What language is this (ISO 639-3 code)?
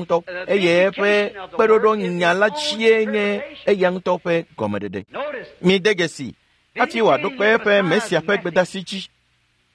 ewe